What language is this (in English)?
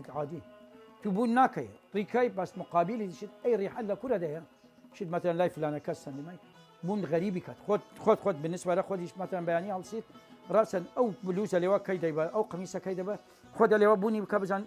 Southern Kurdish